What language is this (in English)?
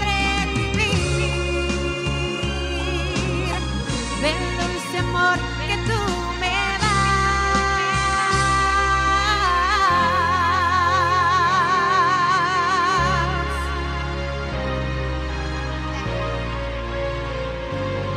Spanish